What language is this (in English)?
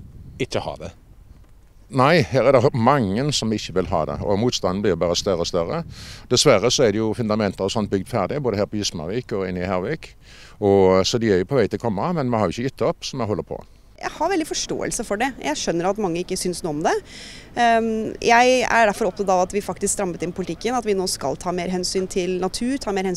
Norwegian